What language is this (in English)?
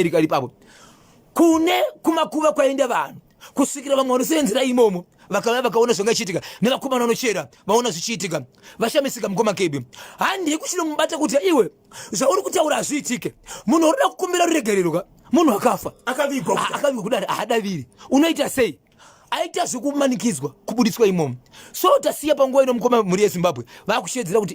Shona